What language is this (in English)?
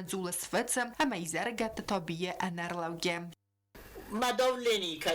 Ossetic